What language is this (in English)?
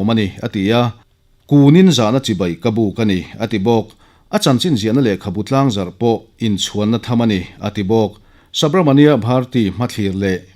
Mizo